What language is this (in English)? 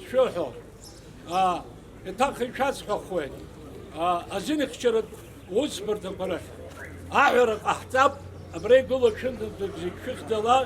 Abkhazian